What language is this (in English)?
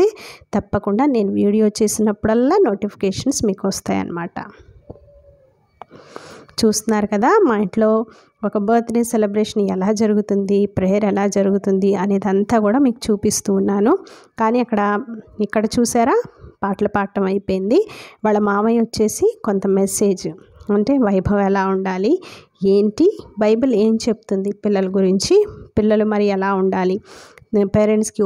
Telugu